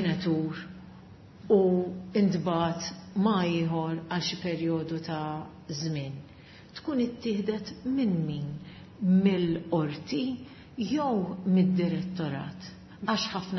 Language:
Maltese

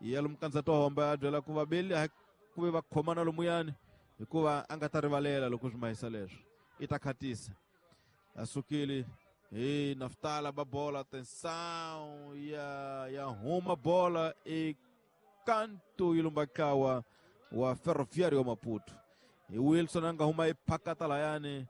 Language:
Tsonga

